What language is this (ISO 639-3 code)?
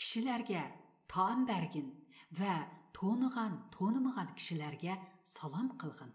uig